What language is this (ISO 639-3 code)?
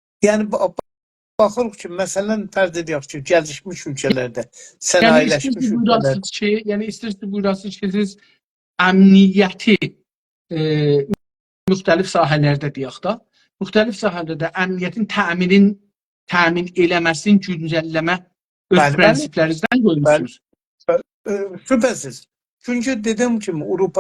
azb